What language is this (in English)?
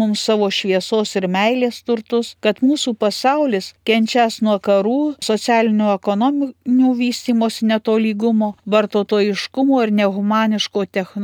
Lithuanian